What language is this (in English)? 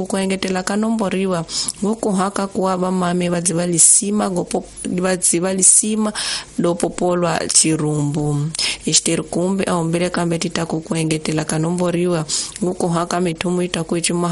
Tsonga